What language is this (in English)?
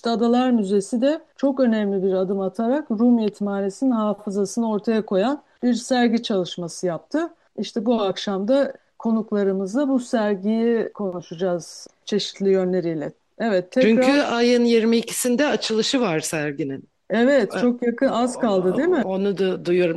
Turkish